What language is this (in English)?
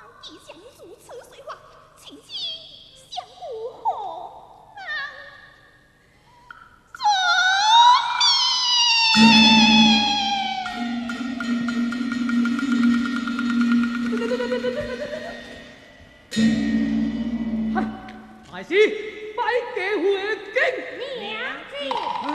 Chinese